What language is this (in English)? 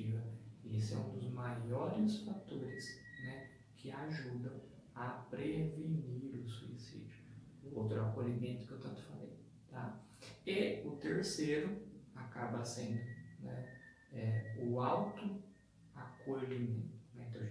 Portuguese